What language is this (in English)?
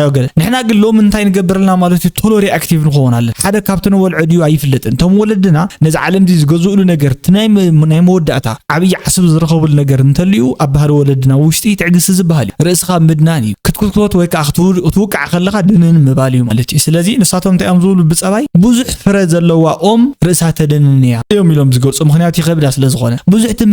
Tigrinya